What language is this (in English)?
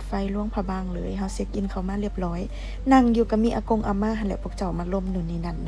Lao